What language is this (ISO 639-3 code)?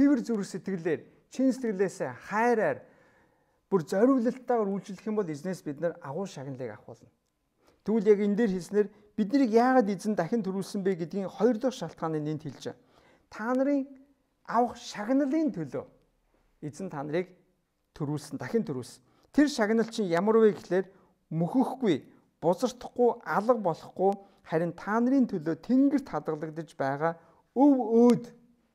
mon